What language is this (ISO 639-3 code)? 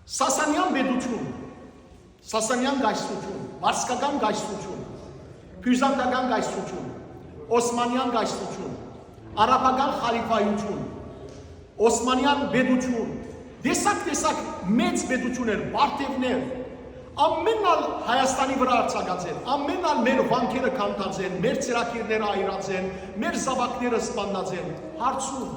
hyw